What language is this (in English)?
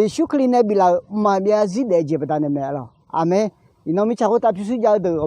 Akha